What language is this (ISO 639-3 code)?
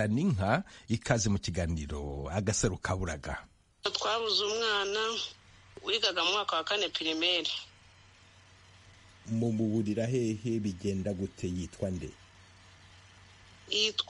kin